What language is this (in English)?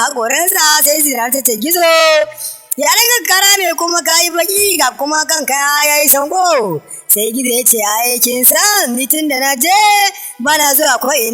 Hausa